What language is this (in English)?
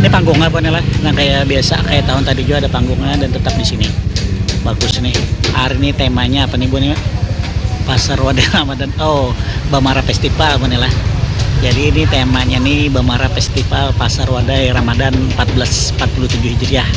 Banjar